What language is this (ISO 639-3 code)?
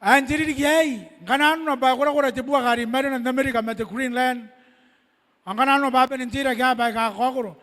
gil